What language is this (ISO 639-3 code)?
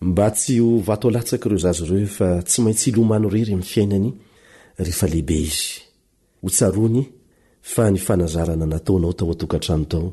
mlg